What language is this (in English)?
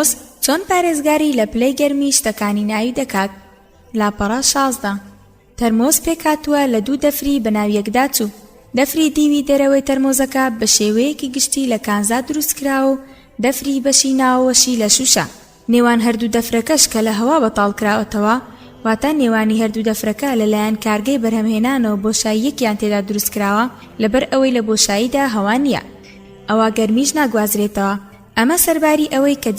Central Kurdish